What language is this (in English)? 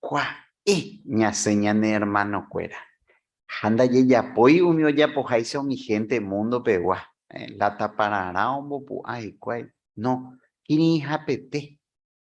Guarani